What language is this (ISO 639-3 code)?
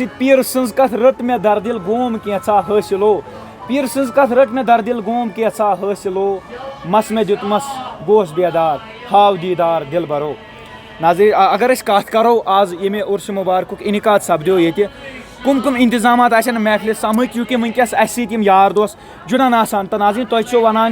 kas